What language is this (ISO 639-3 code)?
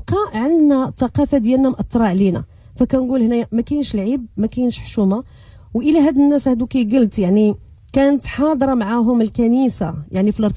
ary